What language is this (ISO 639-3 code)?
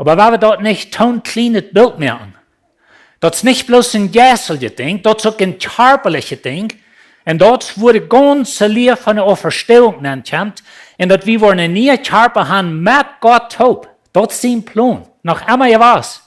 pdt